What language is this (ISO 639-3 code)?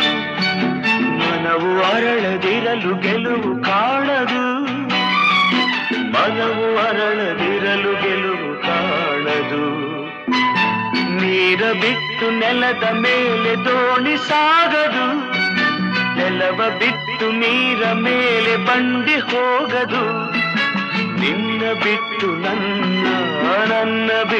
kan